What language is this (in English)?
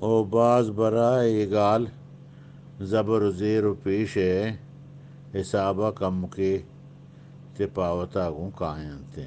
Eastern Balochi